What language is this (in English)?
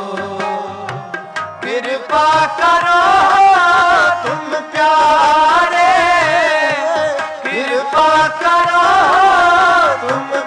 Punjabi